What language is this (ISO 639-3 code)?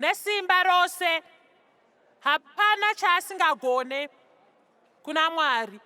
sna